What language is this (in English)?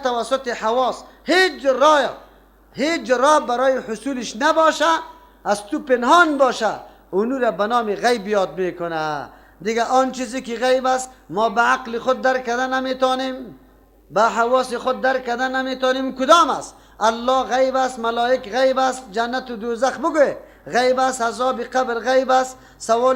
Persian